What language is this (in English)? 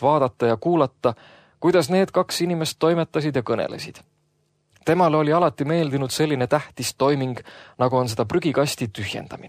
Estonian